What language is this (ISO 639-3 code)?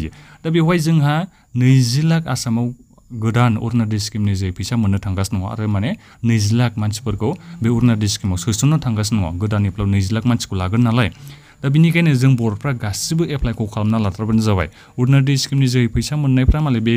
brx